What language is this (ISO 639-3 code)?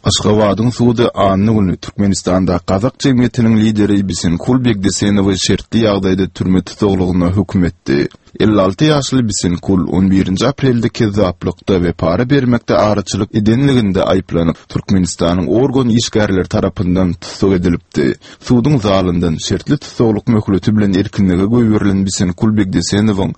tuk